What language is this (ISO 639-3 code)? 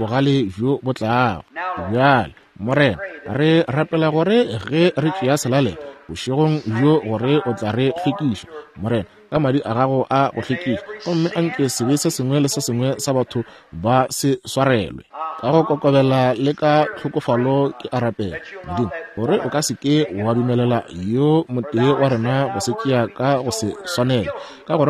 nso